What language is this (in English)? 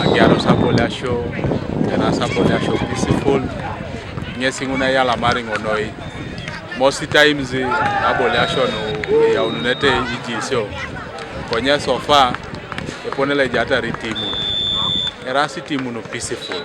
Teso